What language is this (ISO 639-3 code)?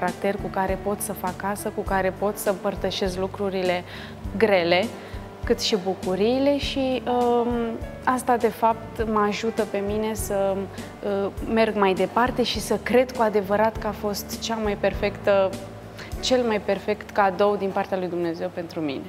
ron